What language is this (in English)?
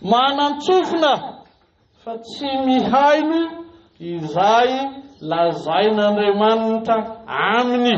Malagasy